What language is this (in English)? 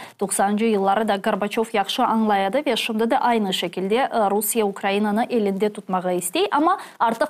Crimean Tatar